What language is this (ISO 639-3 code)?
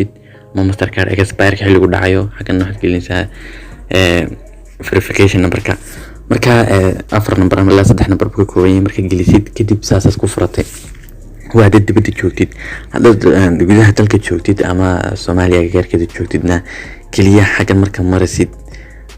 som